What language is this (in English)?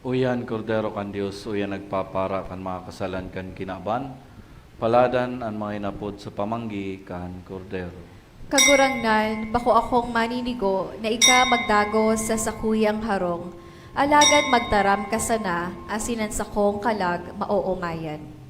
Bikol